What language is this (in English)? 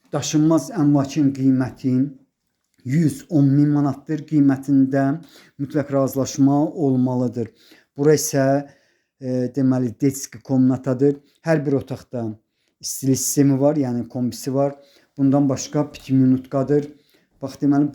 Azerbaijani